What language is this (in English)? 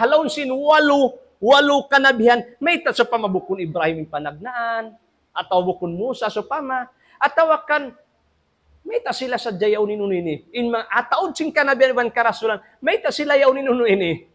Tausug